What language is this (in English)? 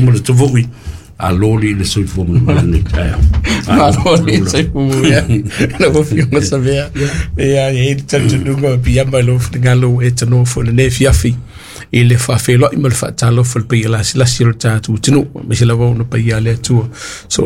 Samoan